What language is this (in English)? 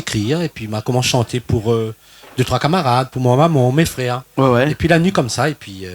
Réunion Creole French